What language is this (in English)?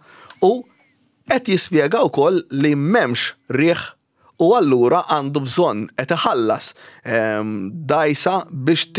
Maltese